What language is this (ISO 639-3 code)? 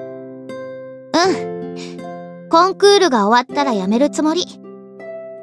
jpn